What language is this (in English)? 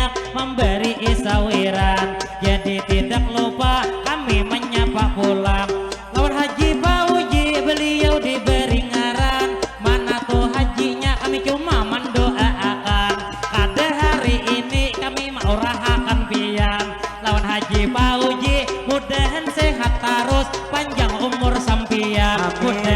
Banjar